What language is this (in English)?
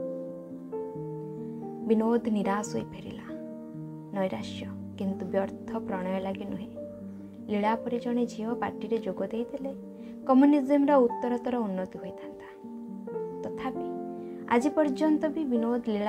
Odia